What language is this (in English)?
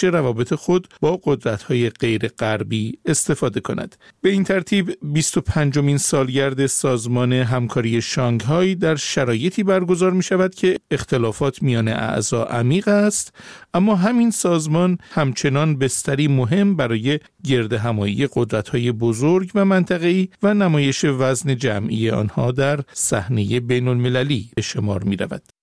Persian